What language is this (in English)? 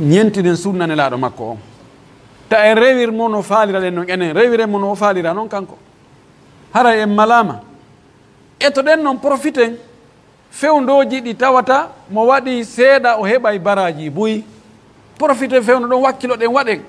Pular